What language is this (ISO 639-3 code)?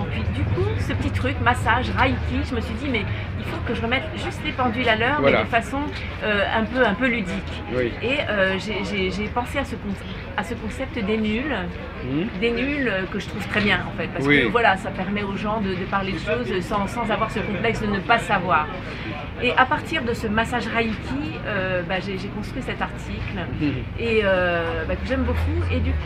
fra